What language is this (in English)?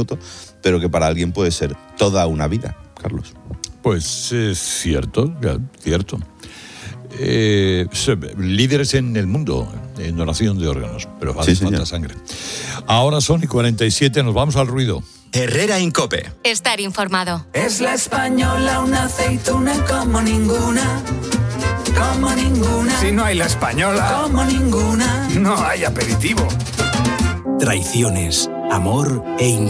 Spanish